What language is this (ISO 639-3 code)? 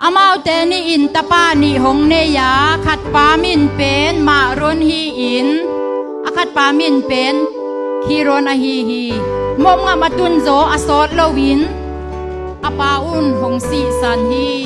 ctd